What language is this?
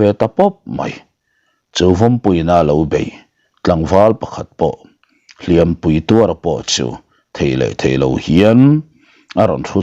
Mizo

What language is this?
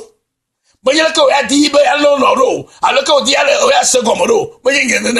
Ewe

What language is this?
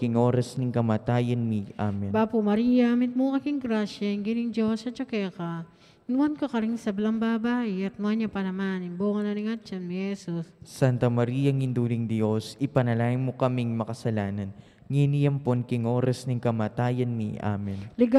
Pampanga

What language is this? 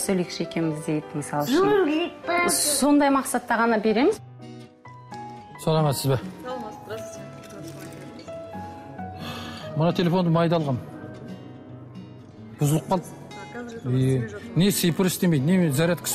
Kazakh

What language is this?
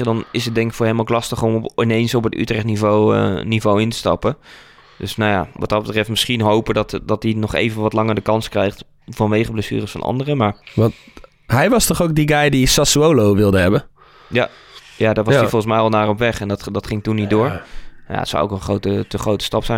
Dutch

